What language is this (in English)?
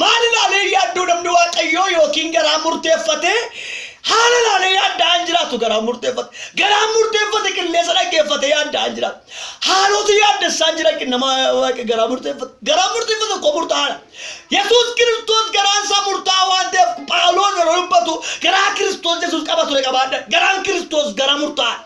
Oromo